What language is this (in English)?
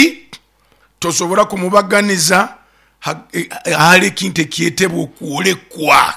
Nyoro